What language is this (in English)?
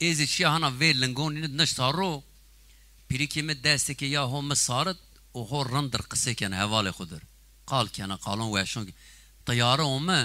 Zaza